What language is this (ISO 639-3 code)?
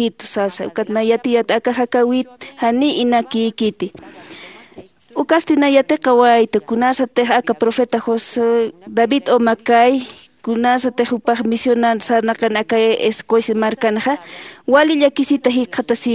aym